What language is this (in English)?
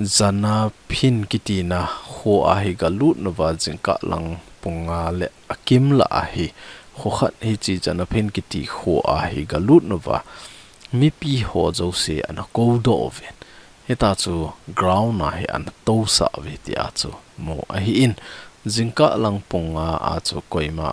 Thado Chin